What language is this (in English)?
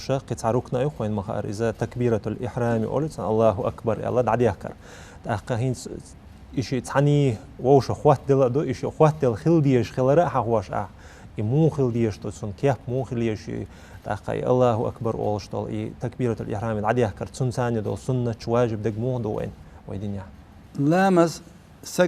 Chechen